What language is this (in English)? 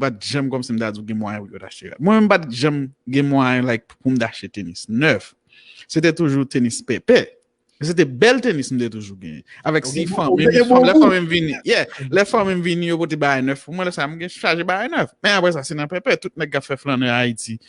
Haitian Creole